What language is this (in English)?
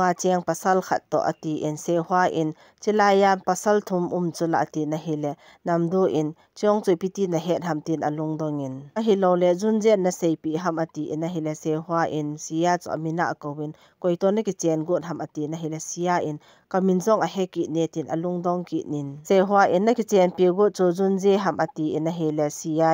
Thado Chin